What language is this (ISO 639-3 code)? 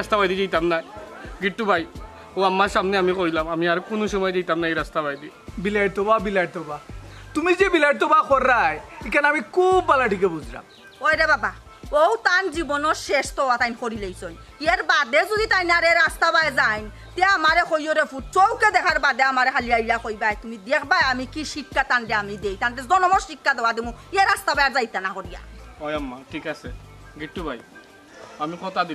syl